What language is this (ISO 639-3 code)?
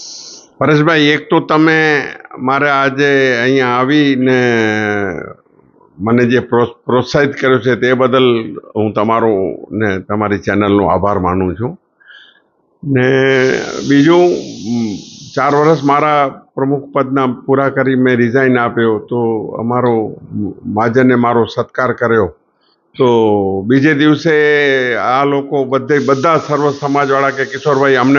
guj